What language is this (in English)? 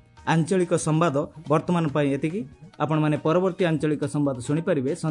Odia